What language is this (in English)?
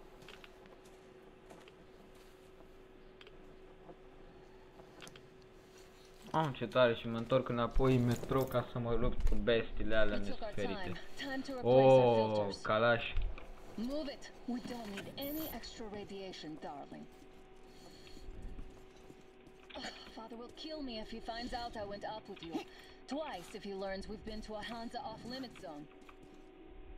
Romanian